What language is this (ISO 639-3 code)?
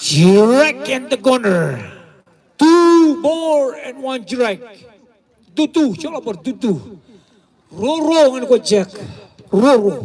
mah